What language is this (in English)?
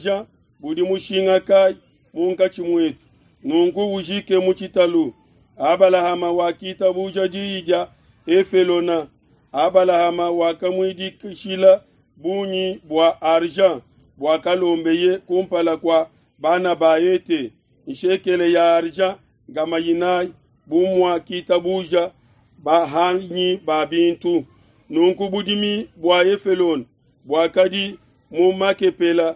Luba-Lulua